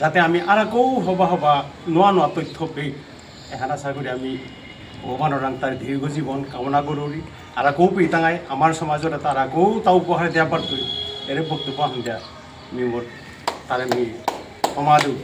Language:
Bishnupriya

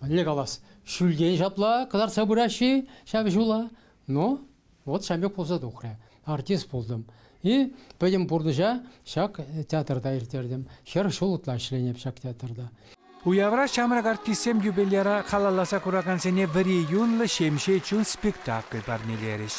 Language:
Chuvash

